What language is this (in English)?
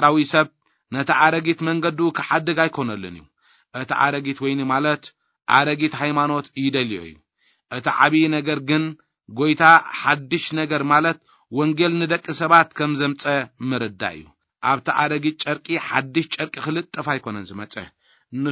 Tigrinya